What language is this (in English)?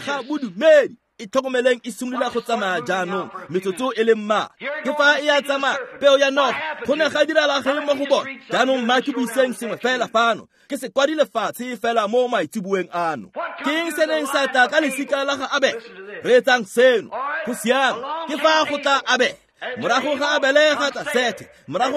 Tswana